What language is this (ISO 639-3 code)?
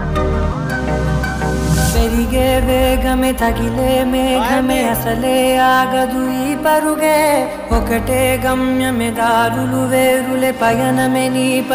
tel